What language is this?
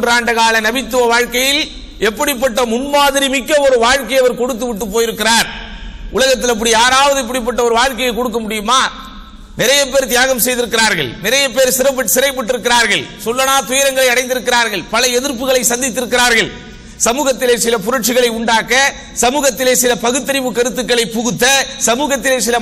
Tamil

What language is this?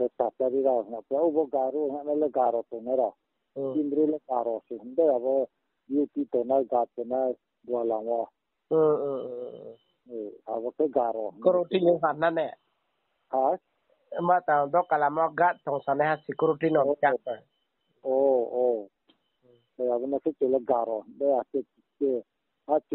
Riang (India)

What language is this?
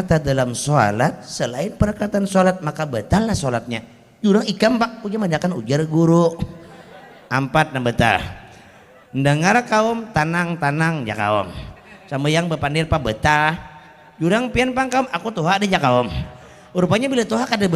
Banjar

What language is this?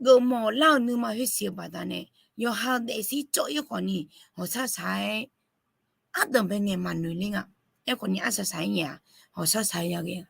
Akha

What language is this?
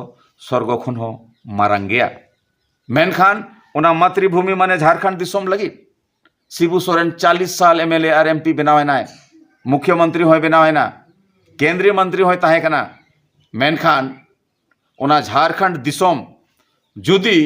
Santali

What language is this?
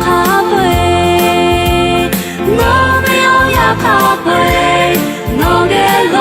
Lahu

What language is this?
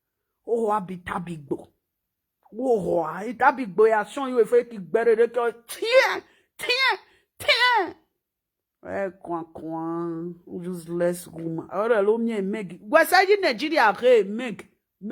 Nigerian Pidgin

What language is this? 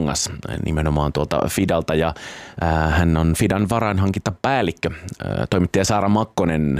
Finnish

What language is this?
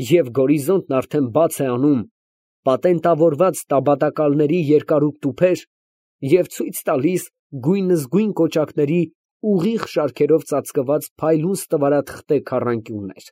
Armenian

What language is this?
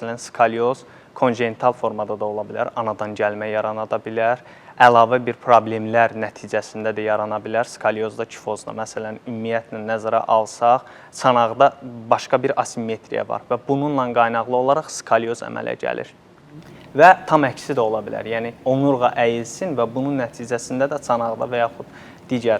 Azerbaijani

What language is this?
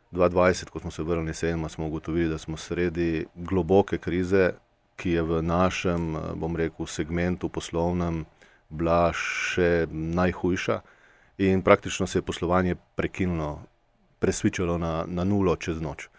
Slovenian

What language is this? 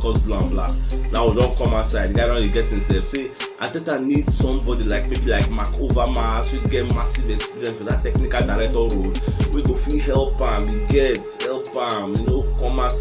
Nigerian Pidgin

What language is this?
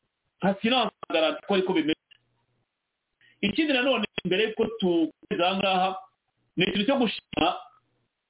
Kinyarwanda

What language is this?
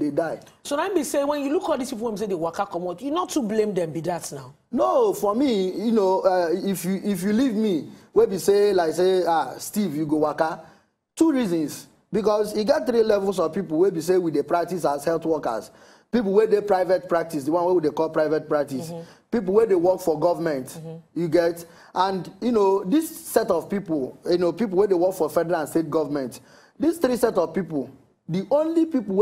Nigerian Pidgin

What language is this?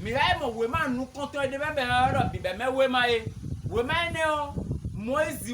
Fon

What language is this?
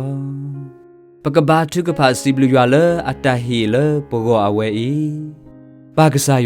S'gaw Karen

